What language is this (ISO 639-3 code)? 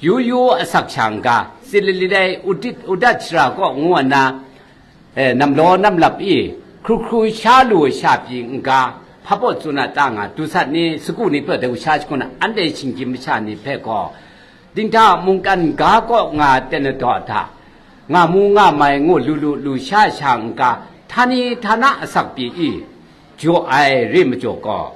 kac